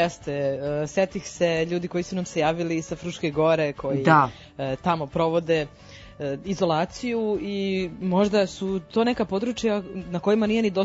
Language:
Serbian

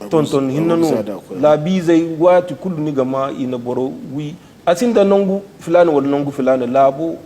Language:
Zarma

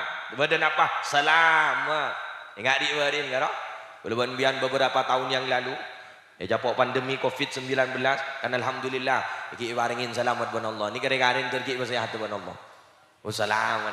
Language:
Madurese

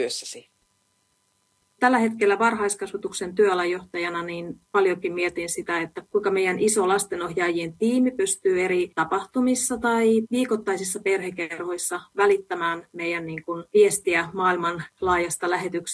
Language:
Finnish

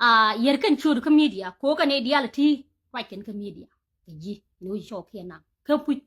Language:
Nuer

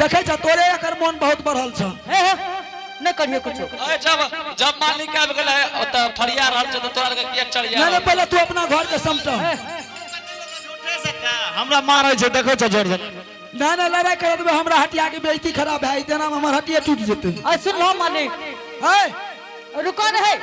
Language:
Angika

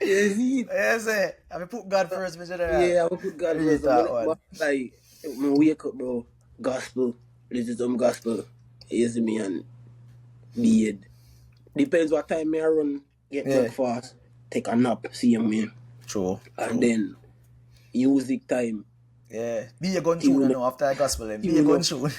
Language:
Jamaican Creole English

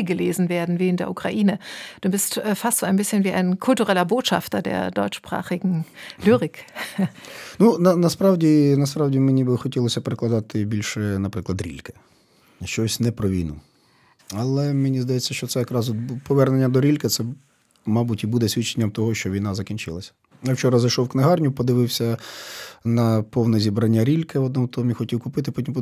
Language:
Ukrainian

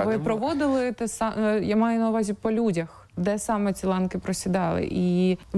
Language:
Ukrainian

